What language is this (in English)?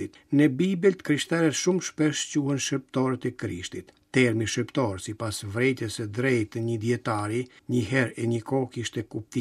Albanian